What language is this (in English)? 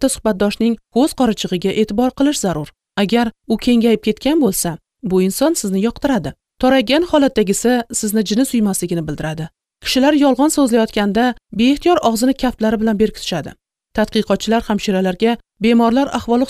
Uzbek